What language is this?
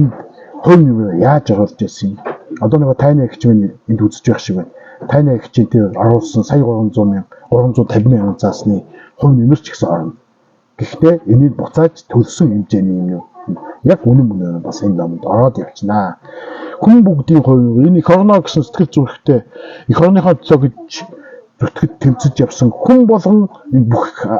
Mongolian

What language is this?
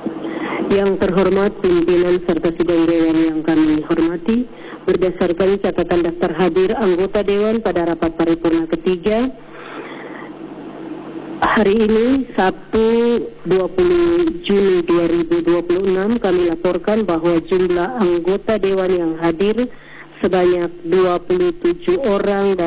Indonesian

